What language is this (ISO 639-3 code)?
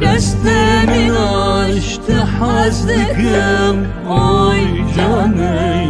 zza